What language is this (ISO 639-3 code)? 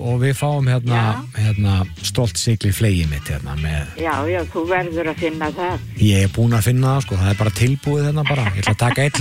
isl